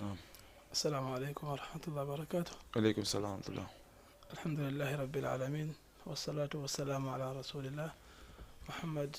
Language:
Fula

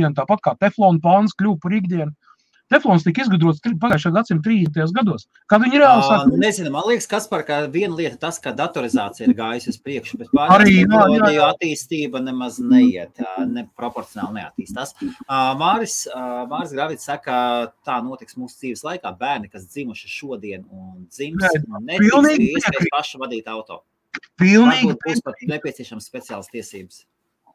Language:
Latvian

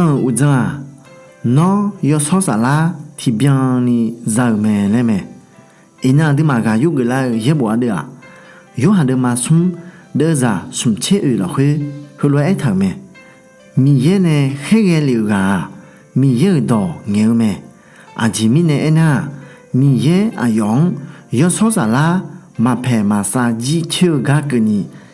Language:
Akha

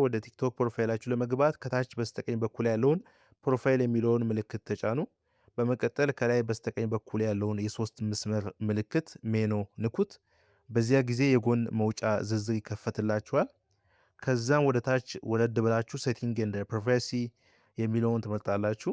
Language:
Amharic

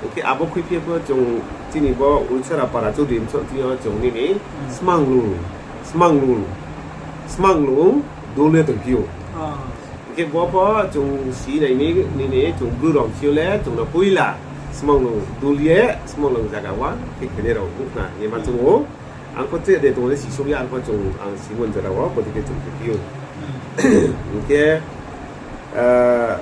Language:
Riang (India)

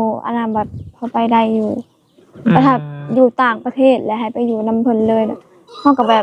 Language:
Lao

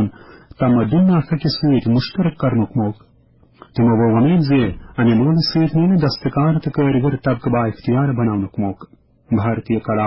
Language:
Kashmiri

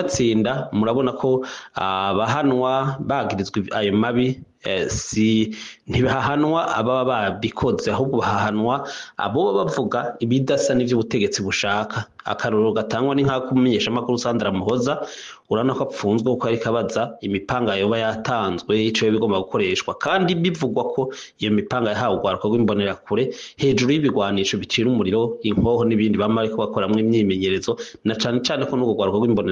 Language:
Rundi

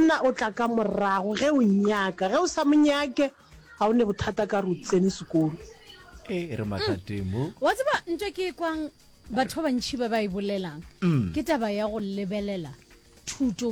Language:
Northern Sotho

